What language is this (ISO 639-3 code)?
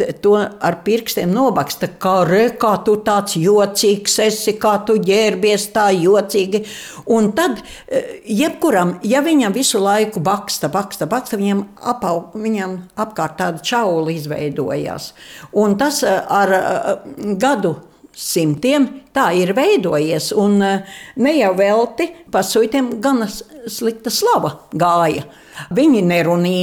lav